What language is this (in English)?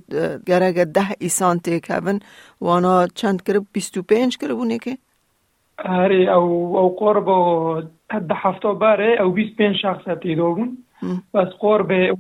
Kurdish